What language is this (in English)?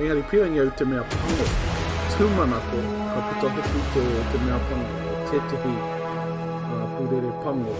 Māori